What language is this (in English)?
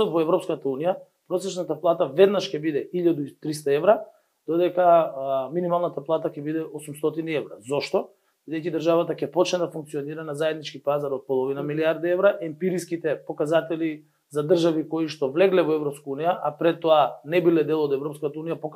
Macedonian